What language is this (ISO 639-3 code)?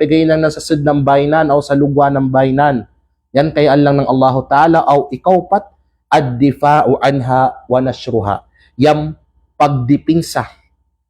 kqe